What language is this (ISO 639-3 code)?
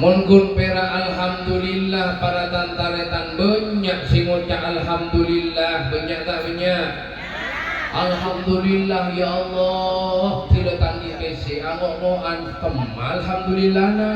mad